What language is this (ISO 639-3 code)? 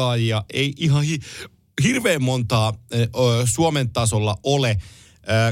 fin